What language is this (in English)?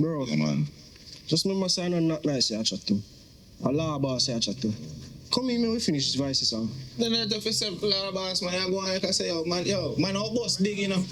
Jamaican Creole English